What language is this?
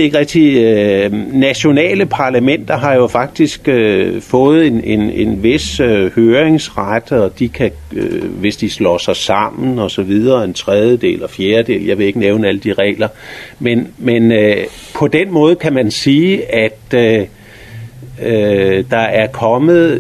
Danish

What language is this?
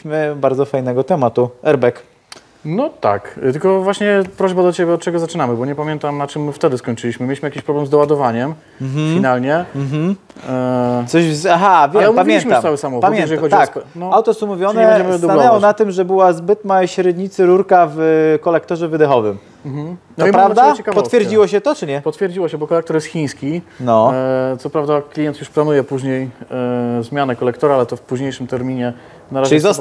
Polish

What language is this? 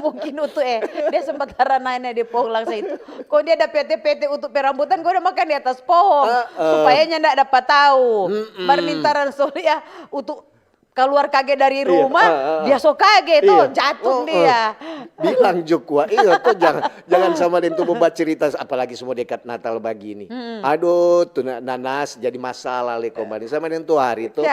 Manado Malay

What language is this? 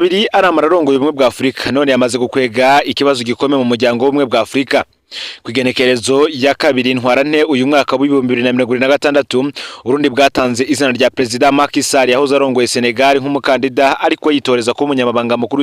Rundi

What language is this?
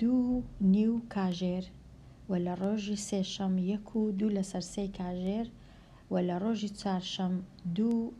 Central Kurdish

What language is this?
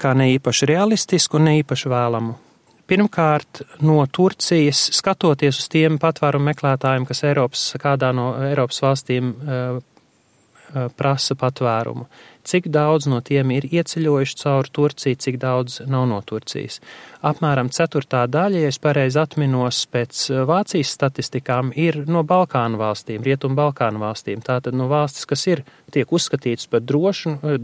Latvian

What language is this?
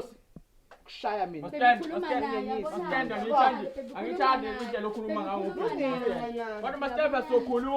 Zulu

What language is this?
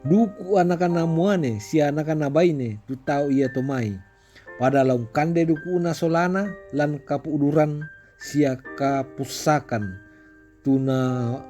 Toraja-Sa'dan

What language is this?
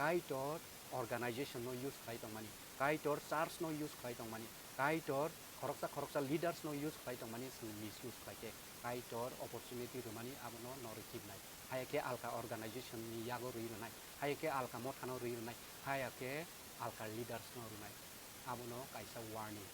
Kok Borok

